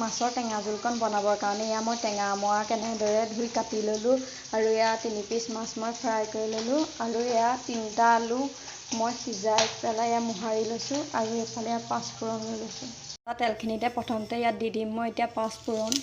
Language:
Assamese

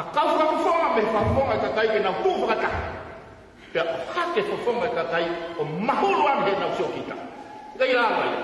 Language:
Tongan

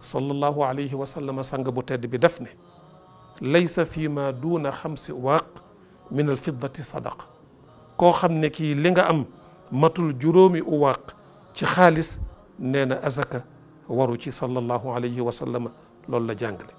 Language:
Wolof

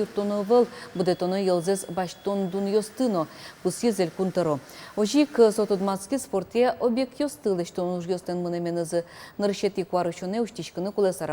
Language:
Udmurt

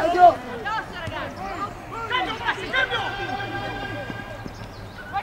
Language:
Italian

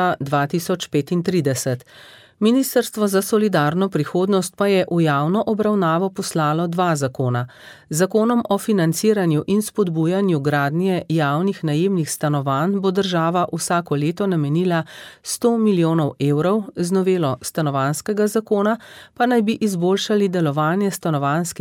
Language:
Slovenian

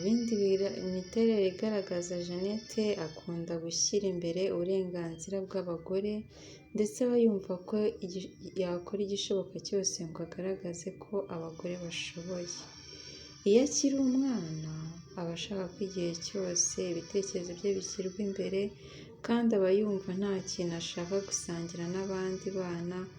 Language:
Kinyarwanda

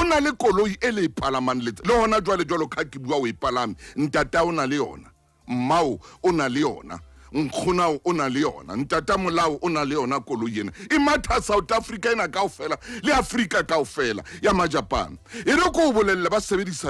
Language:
Southern Sotho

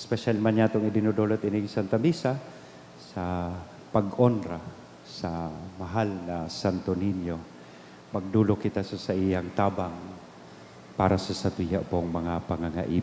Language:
Bikol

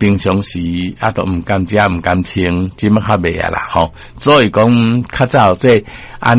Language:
Min Nan Chinese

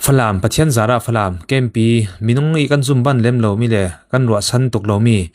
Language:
Falam Chin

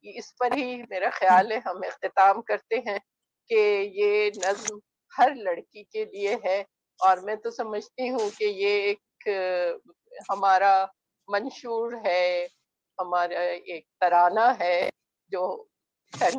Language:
Urdu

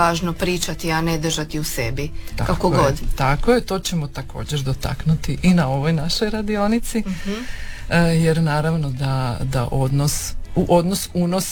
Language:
Croatian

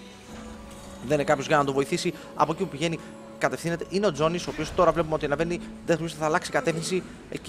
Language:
Greek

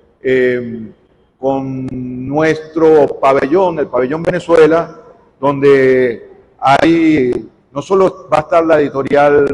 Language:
Spanish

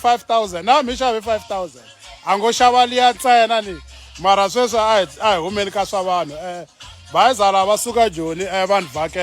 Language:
Tsonga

